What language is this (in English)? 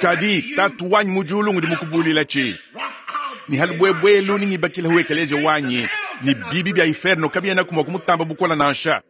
Luba-Lulua